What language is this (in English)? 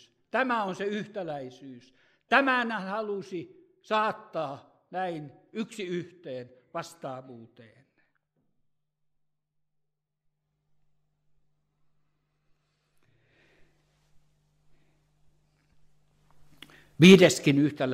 Finnish